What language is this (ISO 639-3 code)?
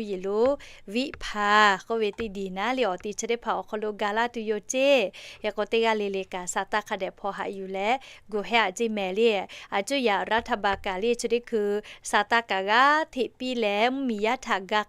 lhu